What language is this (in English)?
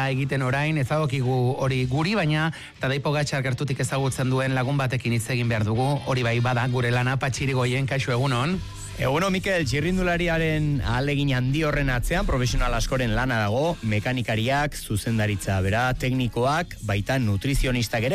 Basque